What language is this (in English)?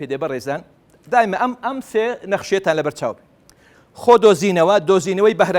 Central Kurdish